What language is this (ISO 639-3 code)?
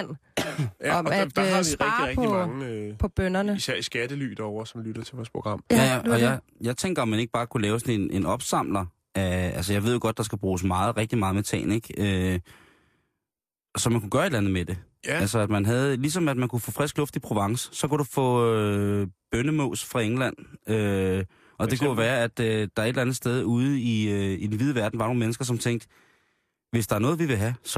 dan